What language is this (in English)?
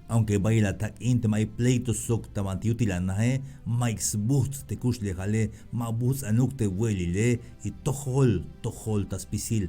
Tzeltal